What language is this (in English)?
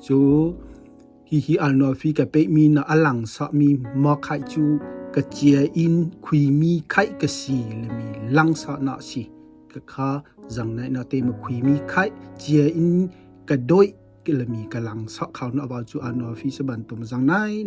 Hakha Chin